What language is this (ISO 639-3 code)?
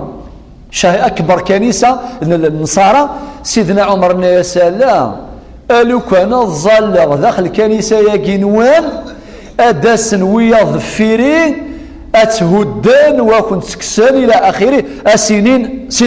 kab